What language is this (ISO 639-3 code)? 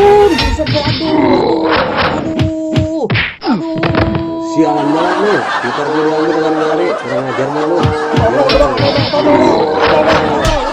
bew